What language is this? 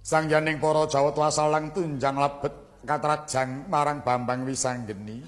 Javanese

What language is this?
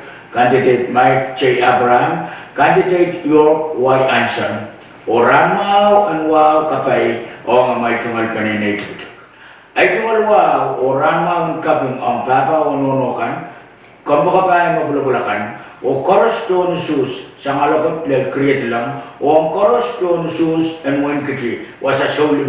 Pohnpeian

